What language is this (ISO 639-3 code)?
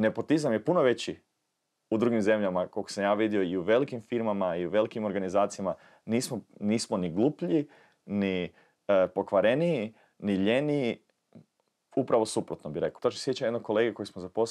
hrv